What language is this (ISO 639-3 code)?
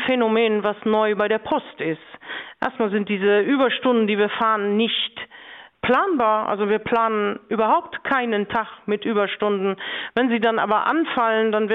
ltz